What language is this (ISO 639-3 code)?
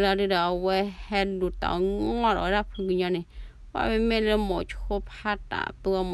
ksw